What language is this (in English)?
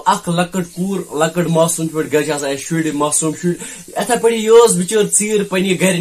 Kashmiri